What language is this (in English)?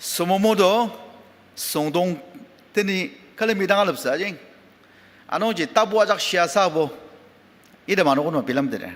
Ao Naga